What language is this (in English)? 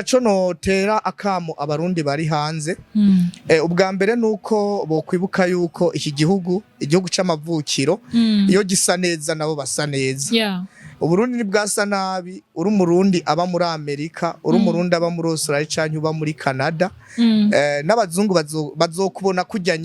Rundi